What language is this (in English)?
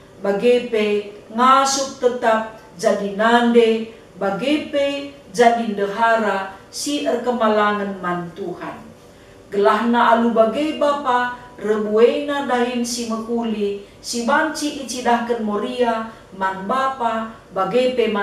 Batak Karo